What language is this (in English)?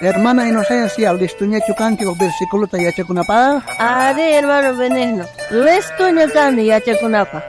South Bolivian Quechua